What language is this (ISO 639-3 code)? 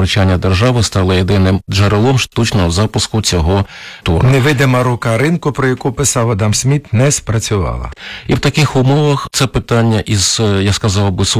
ukr